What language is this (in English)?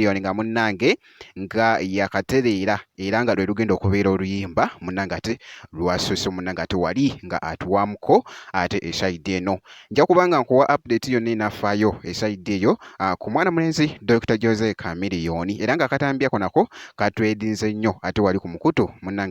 Ganda